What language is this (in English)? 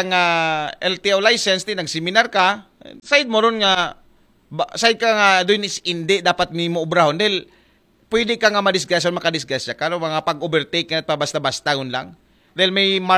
Aklanon